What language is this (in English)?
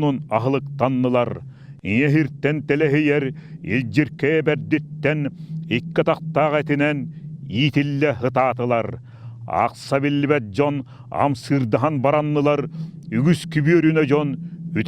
Yakut